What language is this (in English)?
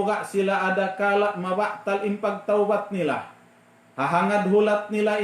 Tausug